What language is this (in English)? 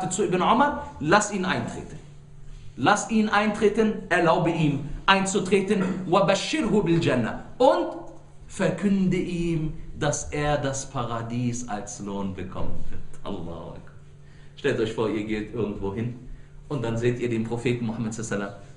German